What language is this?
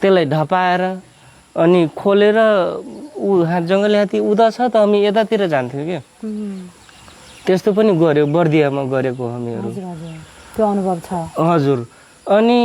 Nepali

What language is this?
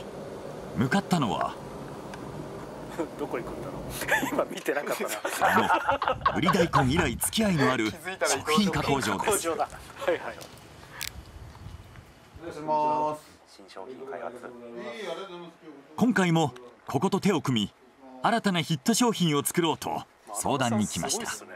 Japanese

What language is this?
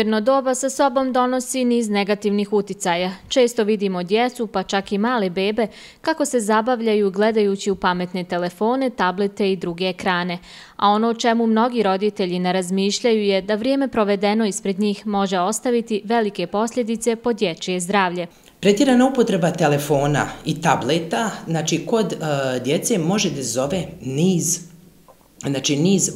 Bosnian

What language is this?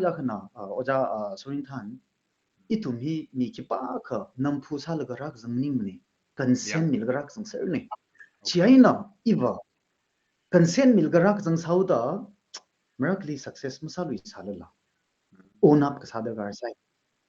Tangkhul Naga (India)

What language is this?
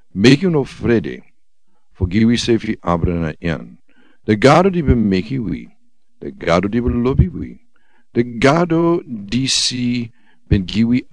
Sranan Tongo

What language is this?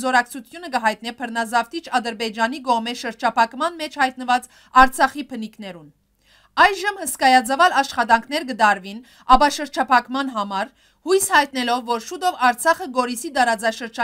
Western Armenian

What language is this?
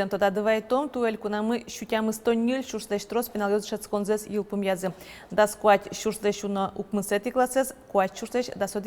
Udmurt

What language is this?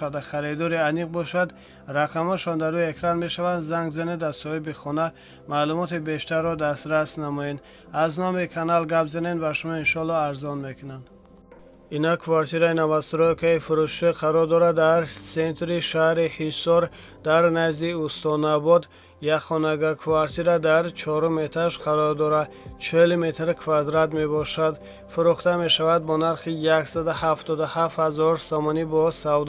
Tajik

